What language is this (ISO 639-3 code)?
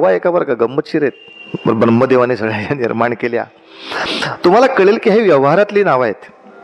mar